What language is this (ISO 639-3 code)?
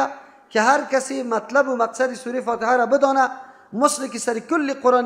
fas